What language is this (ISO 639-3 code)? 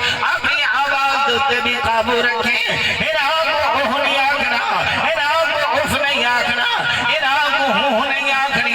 skr